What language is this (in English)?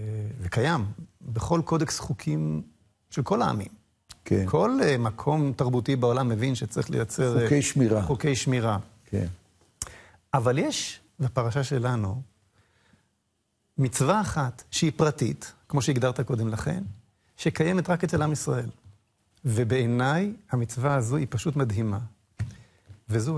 Hebrew